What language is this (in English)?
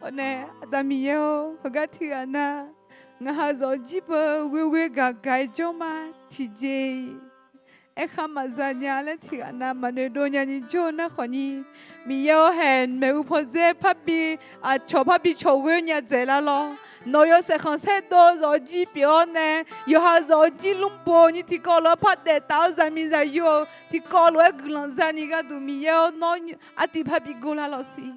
Akha